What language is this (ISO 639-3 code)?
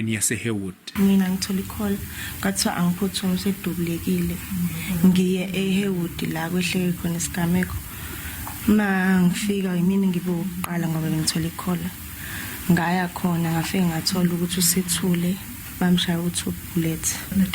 zul